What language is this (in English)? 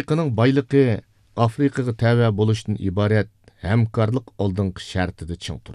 Uyghur